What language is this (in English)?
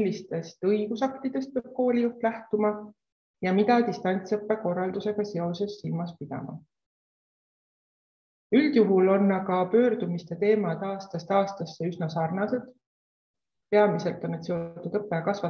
Estonian